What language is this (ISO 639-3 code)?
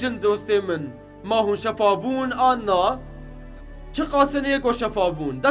kur